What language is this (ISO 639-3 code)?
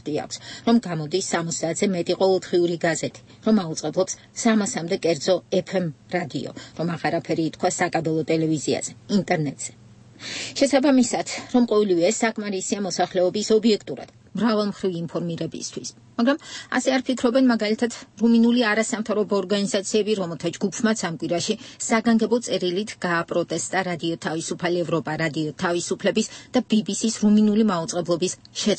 kat